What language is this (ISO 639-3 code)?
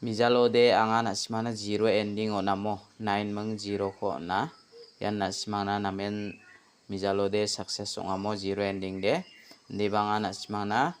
grt